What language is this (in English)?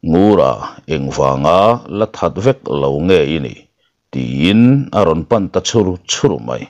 Mizo